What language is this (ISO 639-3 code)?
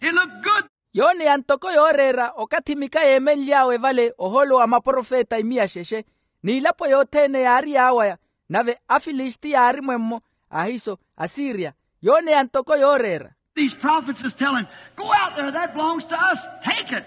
vmw